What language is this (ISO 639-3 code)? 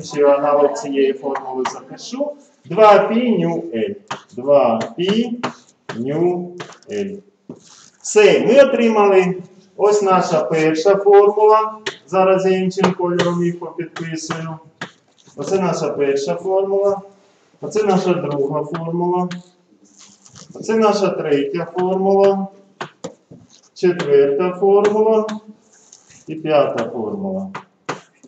ukr